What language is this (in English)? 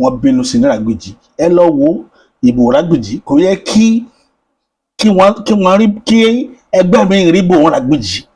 Yoruba